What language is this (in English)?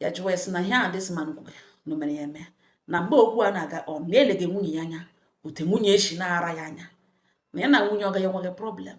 Igbo